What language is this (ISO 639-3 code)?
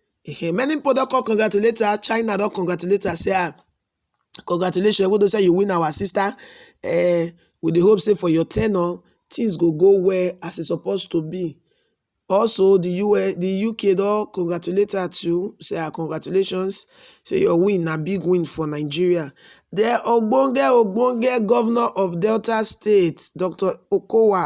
pcm